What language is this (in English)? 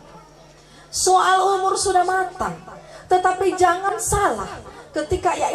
Nias